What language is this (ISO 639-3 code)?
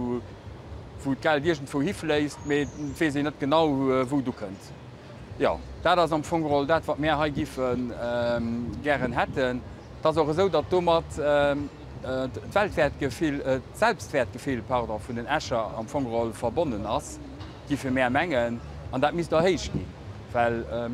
ltz